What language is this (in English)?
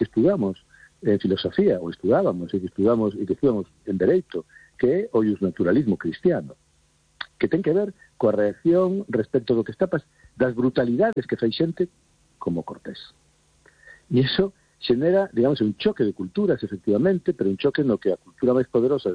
Galician